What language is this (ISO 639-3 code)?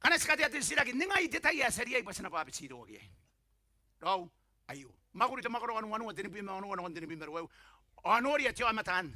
gil